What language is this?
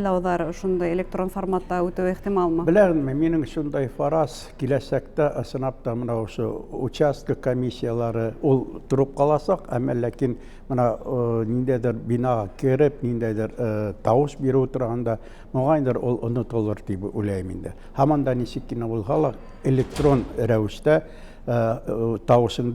Bashkir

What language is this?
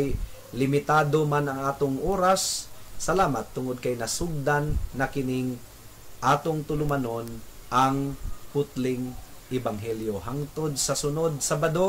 Cebuano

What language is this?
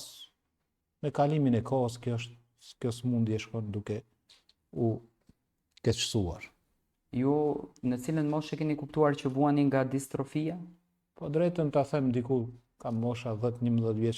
Albanian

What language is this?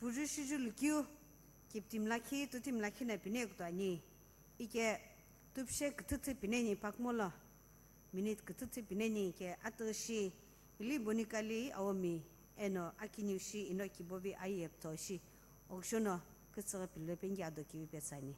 Sumi Naga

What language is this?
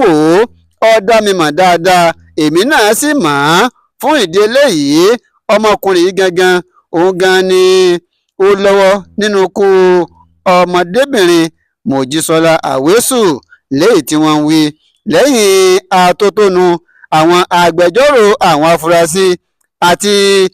Yoruba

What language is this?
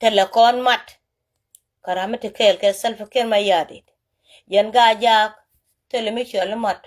Nuer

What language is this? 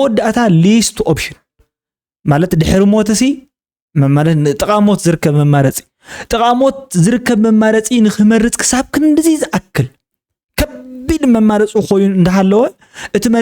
Tigrinya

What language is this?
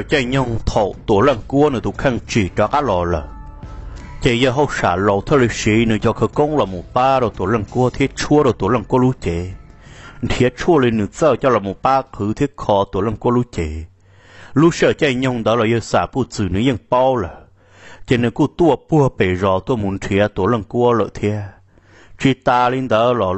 Vietnamese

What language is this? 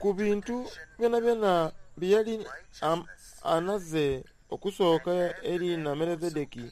Soga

